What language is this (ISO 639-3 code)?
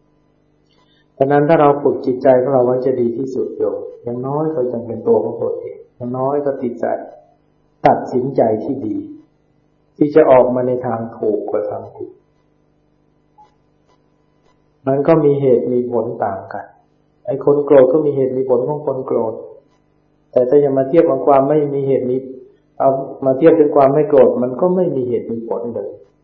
tha